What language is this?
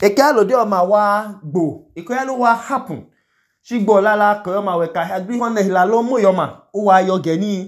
Idoma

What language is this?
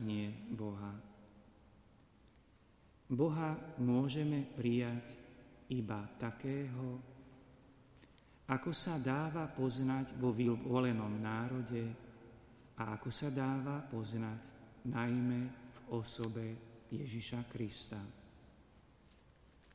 Slovak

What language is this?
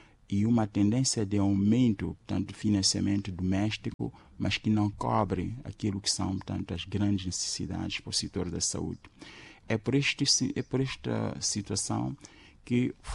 Portuguese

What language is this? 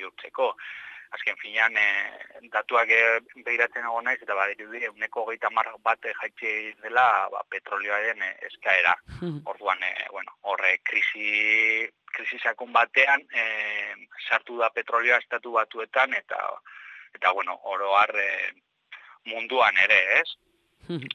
Basque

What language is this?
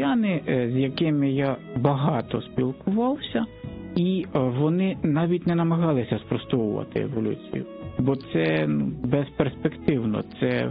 Ukrainian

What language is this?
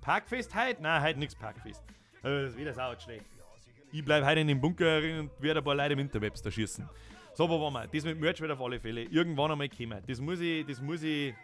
Bavarian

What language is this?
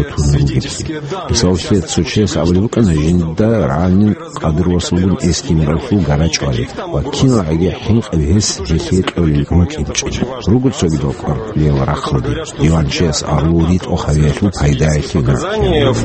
Avaric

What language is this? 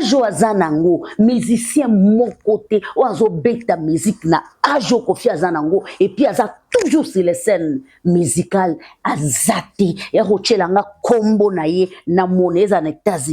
Lingala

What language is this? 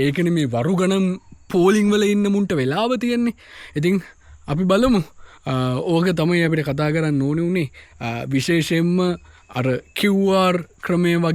Sinhala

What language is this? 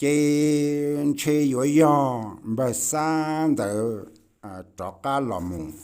Hmong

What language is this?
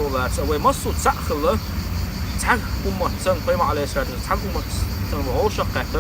Chechen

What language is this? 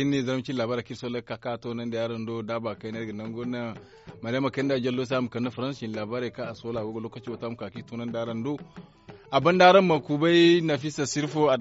Zarma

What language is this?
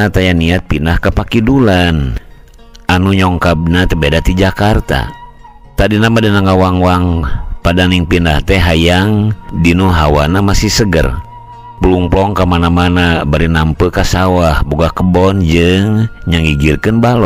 Sundanese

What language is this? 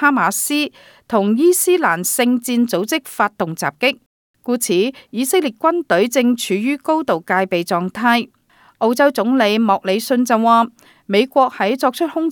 Cantonese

